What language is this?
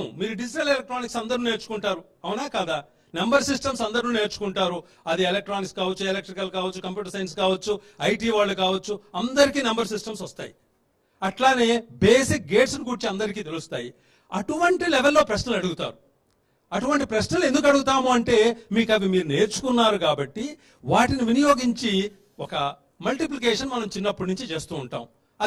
Telugu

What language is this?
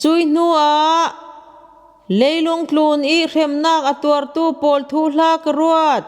Falam Chin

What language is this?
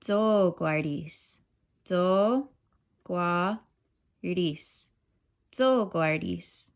Mohawk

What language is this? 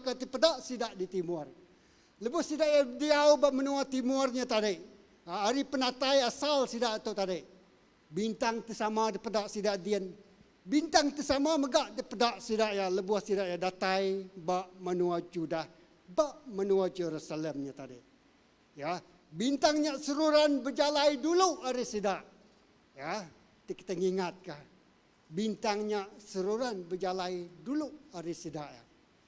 Iban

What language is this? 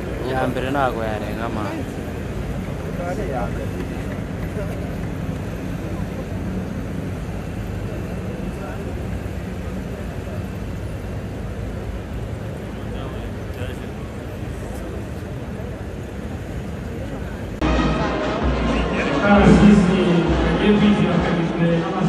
Kinyarwanda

